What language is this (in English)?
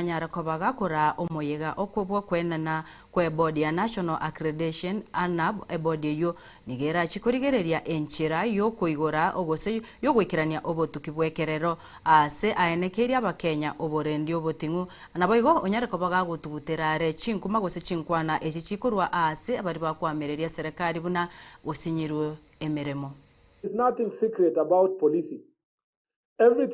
Gusii